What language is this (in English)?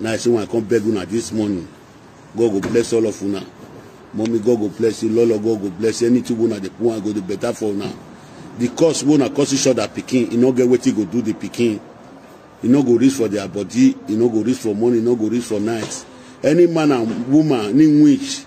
Nigerian Pidgin